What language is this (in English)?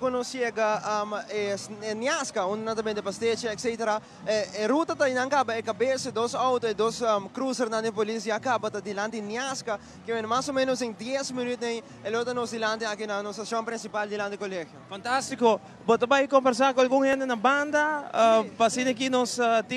Papiamento